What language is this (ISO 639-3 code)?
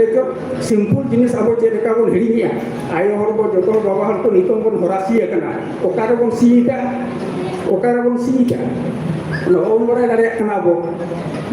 sat